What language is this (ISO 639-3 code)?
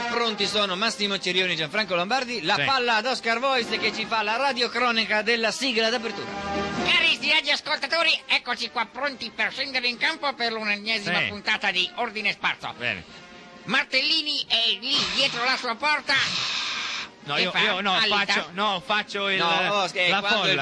ita